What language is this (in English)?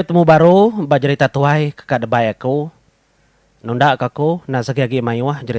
Iban